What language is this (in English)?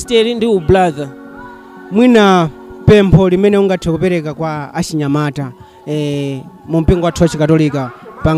Nyanja